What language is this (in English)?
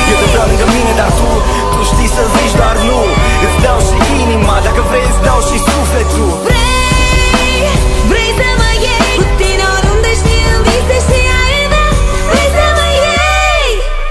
Romanian